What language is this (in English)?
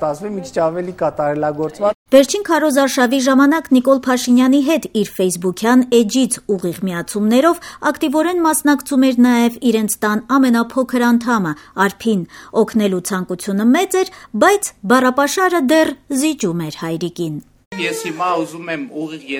Armenian